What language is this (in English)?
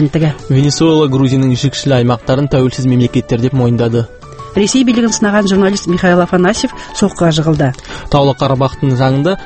Kazakh